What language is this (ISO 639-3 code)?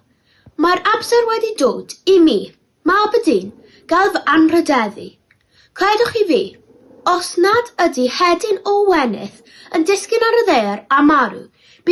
cym